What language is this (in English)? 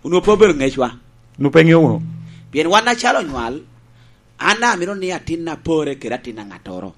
Lango (Uganda)